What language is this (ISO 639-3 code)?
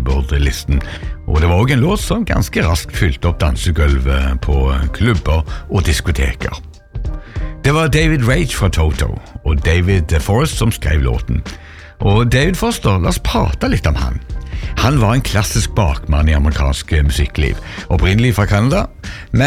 nor